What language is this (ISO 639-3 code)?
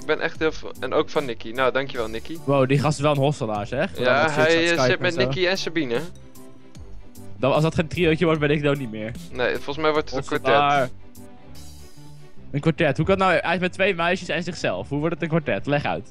nld